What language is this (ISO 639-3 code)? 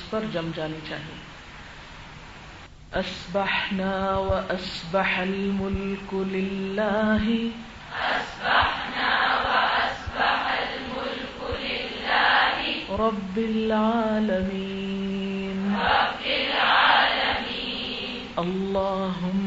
urd